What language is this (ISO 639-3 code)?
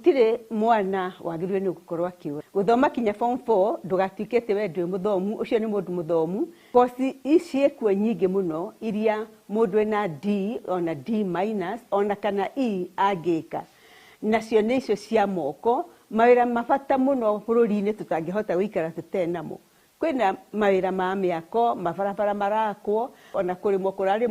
kik